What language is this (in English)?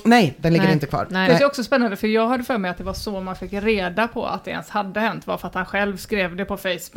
Swedish